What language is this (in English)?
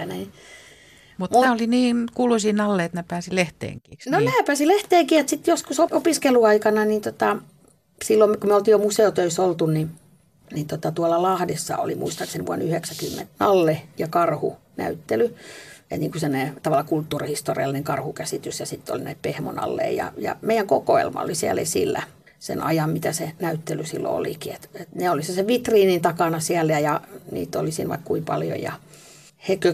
Finnish